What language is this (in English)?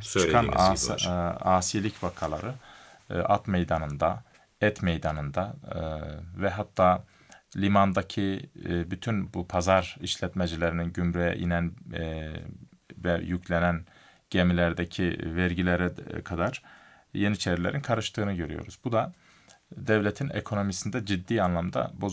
Turkish